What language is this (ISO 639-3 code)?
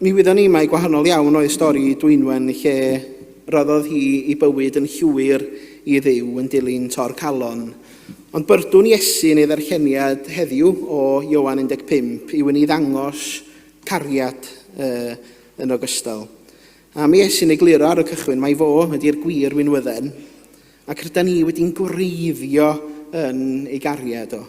cym